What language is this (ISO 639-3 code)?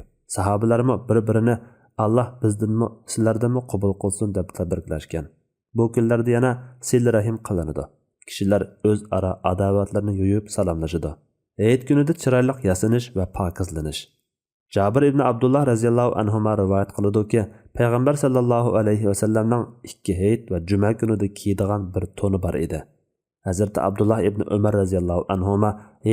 uig